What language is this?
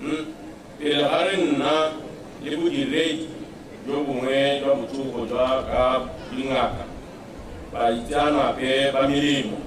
Tswana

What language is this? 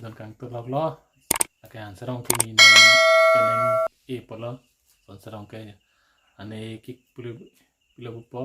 Karbi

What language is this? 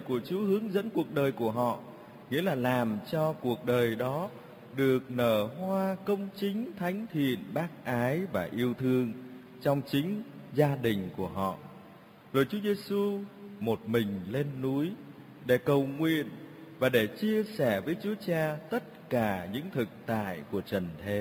Vietnamese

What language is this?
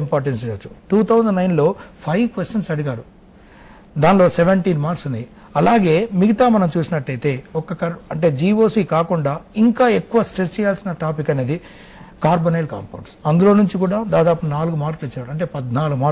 Telugu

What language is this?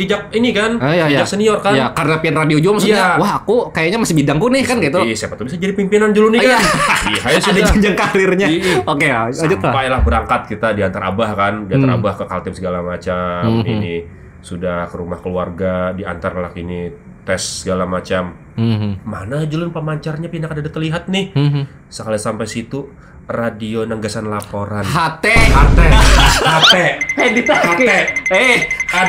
Banjar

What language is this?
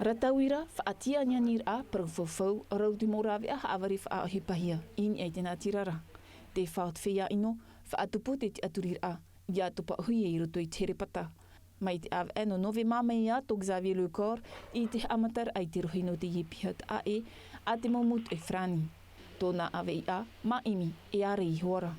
Tahitian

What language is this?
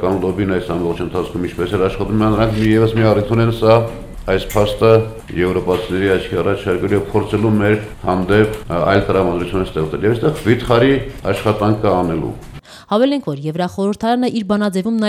Armenian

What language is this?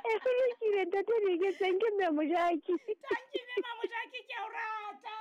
Southern Sotho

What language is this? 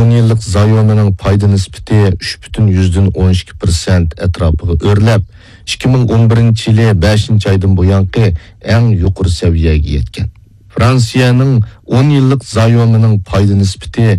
Uyghur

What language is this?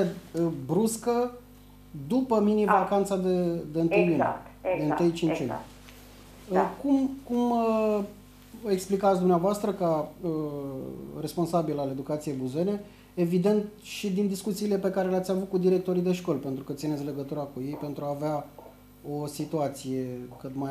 Romanian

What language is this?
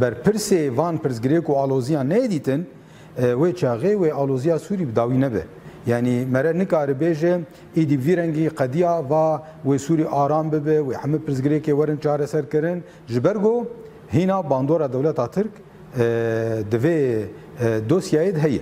Kurdish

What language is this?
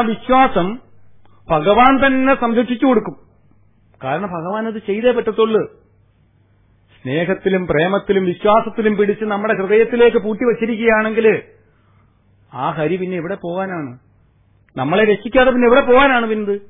Malayalam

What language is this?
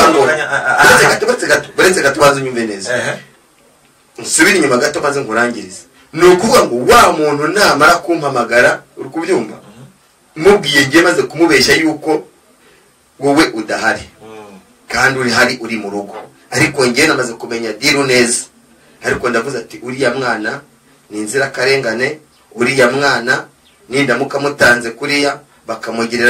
Kinyarwanda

